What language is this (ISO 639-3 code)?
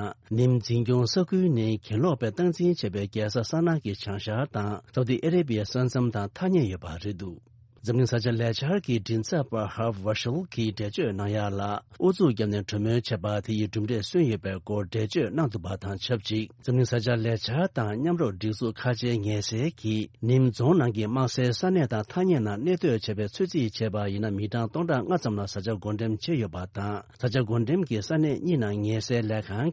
bod